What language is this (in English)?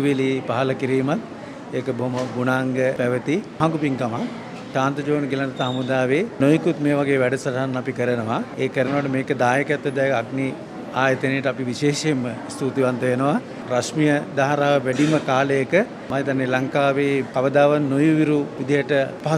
Sinhala